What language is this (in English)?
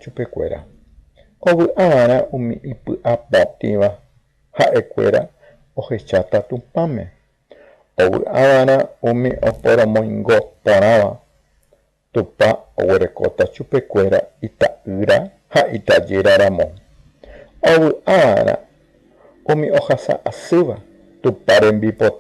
Guarani